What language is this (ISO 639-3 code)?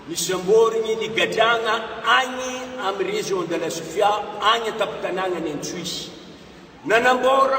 mlg